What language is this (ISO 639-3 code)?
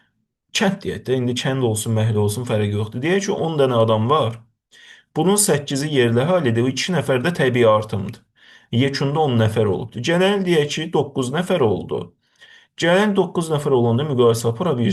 aze